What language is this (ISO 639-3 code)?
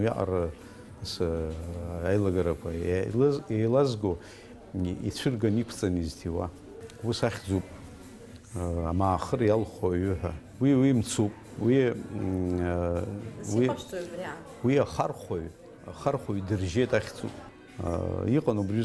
abk